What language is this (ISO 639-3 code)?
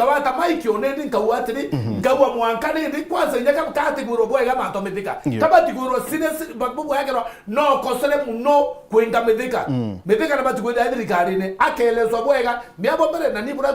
mer